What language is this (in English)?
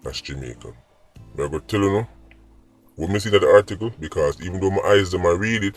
Jamaican Creole English